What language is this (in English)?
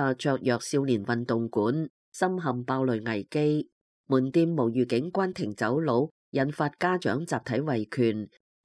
Cantonese